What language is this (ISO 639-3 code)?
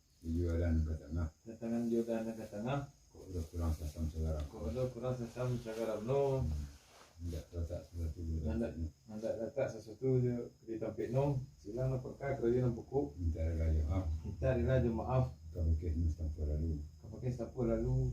min